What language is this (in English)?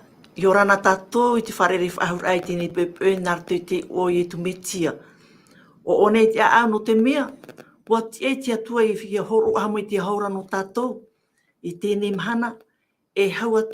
Tahitian